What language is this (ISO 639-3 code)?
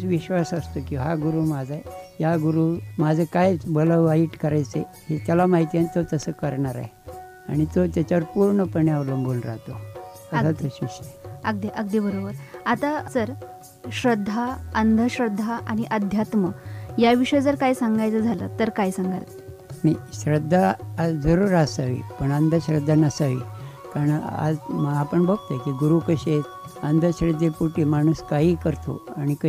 mar